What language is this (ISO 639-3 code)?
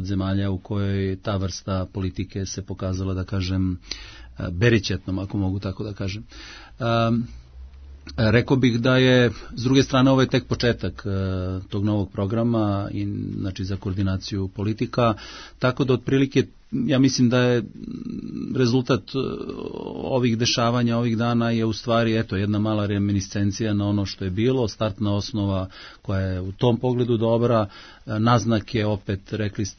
srp